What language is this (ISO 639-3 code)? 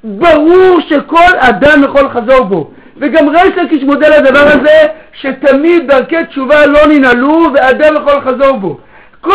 heb